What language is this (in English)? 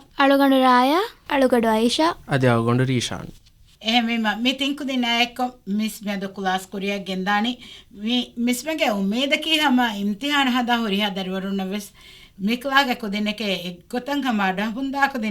Divehi